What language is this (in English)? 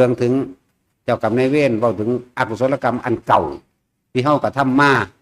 Northeastern Thai